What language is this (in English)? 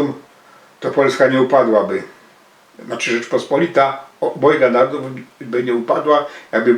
Silesian